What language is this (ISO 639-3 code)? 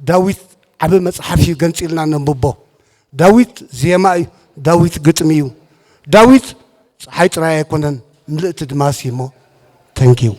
tir